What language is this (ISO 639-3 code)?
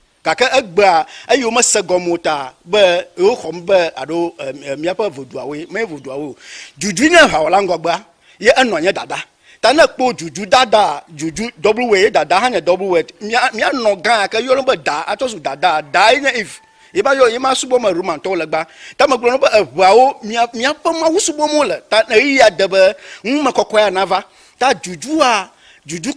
ewe